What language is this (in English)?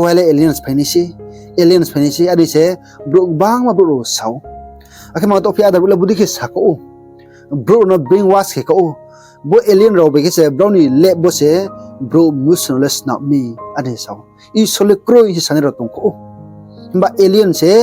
Riang (India)